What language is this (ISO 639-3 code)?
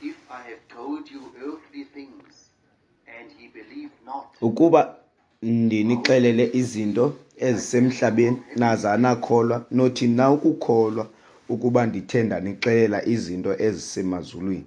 xho